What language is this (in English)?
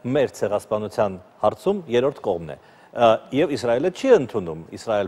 Armenian